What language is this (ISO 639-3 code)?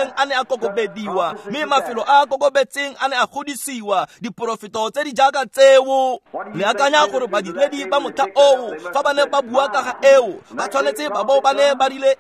tsn